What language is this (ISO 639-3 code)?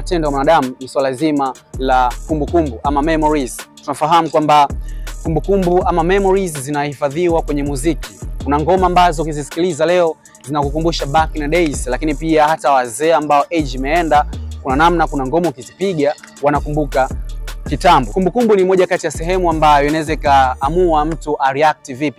swa